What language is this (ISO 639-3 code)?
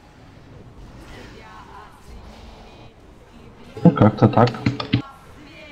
rus